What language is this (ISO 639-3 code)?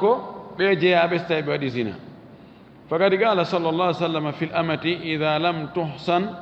ful